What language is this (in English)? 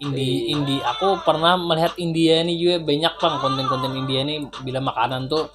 Banjar